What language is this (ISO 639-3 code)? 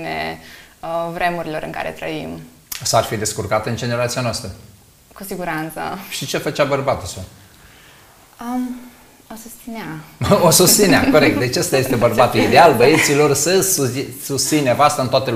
ron